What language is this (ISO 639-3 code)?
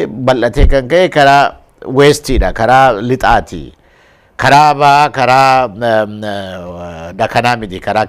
orm